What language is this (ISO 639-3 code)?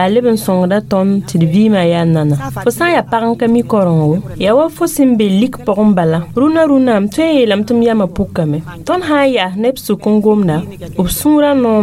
mos